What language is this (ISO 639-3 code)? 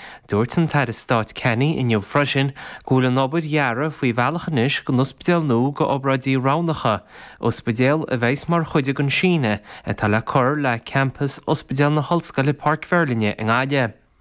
gle